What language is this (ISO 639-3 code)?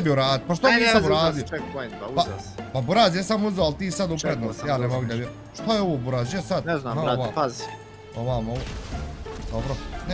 bos